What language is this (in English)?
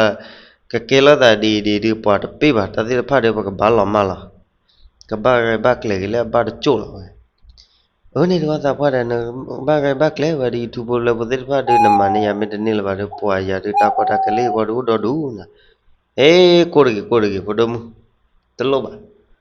S'gaw Karen